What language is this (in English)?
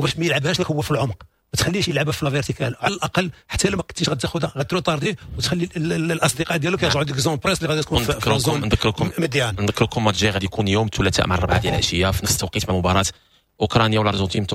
Moroccan Arabic